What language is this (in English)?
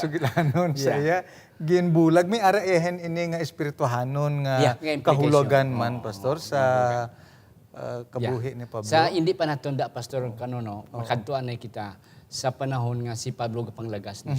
Hiligaynon